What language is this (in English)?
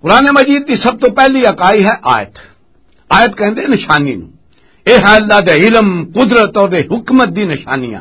Western Panjabi